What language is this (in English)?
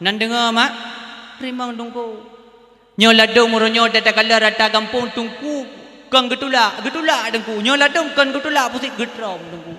Achinese